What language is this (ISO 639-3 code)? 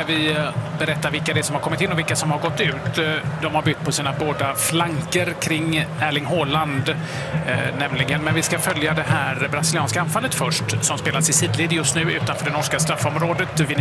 swe